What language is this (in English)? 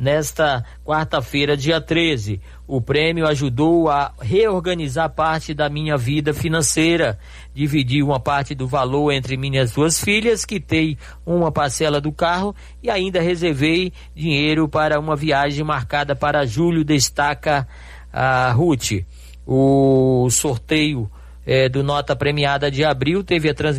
Portuguese